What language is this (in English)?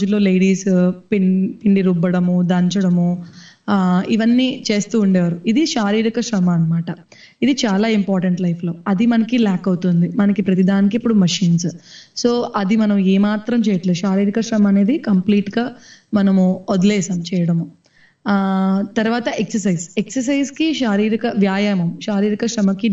Telugu